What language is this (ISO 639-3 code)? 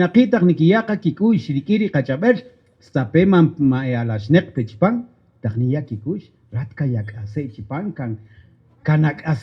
cak